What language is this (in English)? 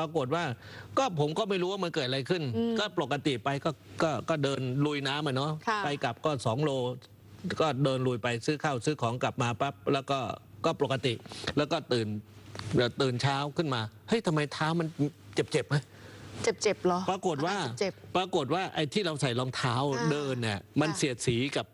Thai